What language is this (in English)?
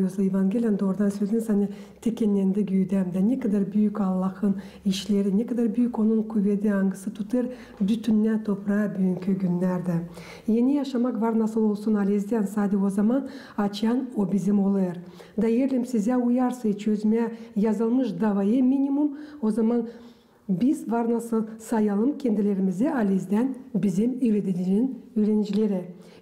Gagauz